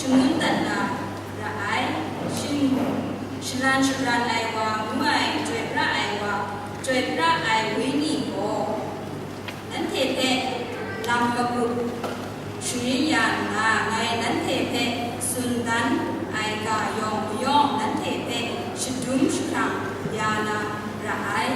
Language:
Kachin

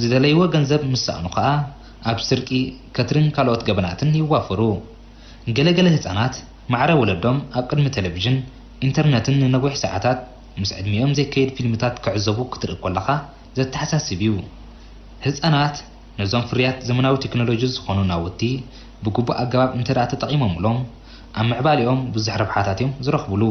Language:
Tigrinya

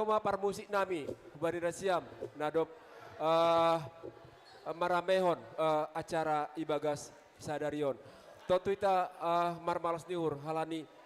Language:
Batak Simalungun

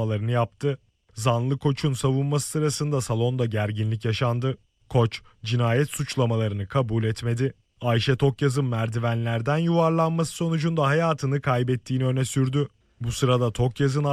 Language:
Turkish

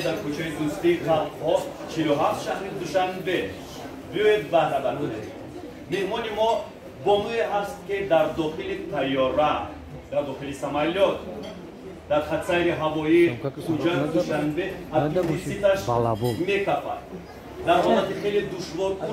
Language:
Tajik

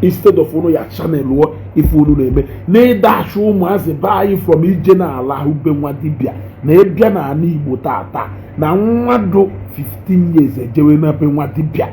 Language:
Igbo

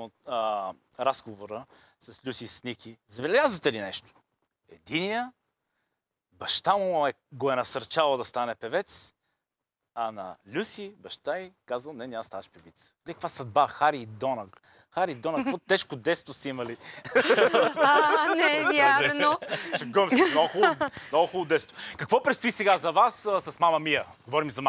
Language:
Bulgarian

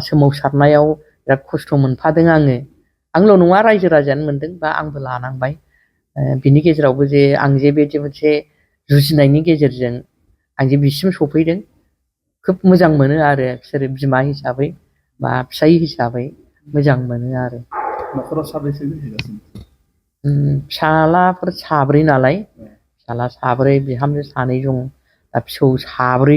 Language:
Bodo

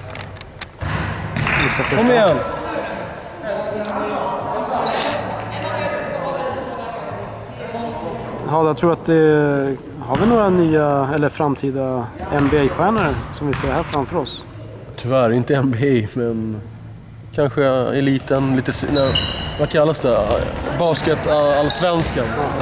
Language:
Swedish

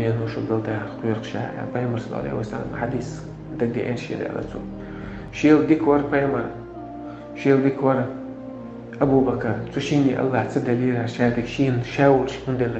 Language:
Chechen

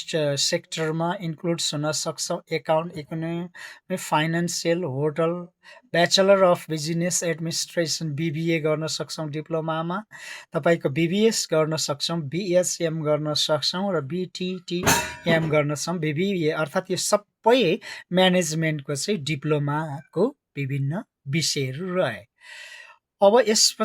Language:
Nepali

